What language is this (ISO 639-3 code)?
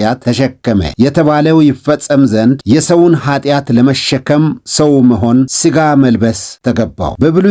amh